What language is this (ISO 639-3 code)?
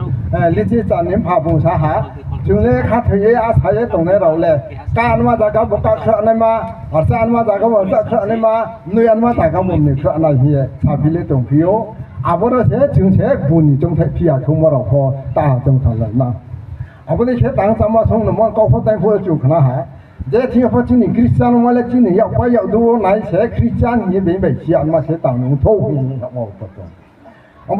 ria